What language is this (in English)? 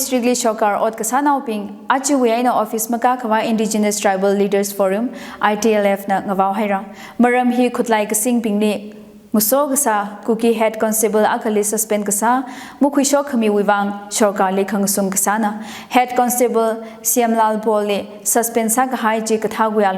Tangkhul Naga (India)